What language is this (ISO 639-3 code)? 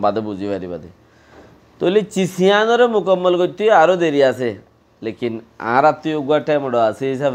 rhg